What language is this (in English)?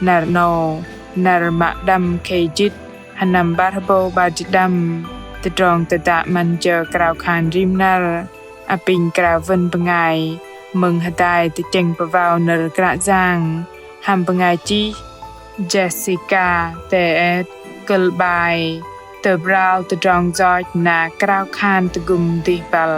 Bahnar